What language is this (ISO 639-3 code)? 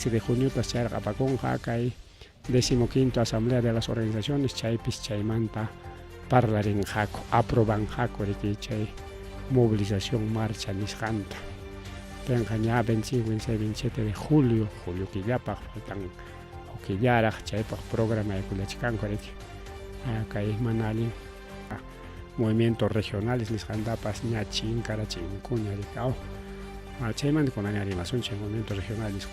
quy